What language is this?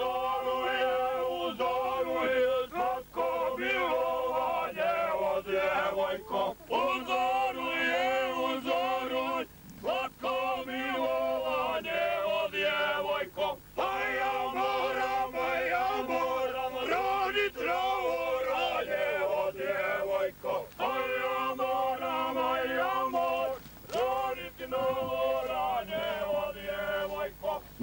Croatian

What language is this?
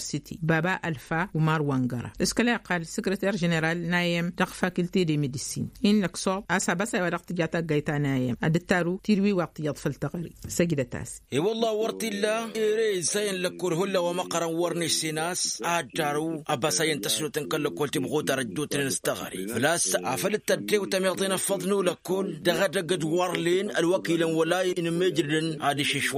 Tamasheq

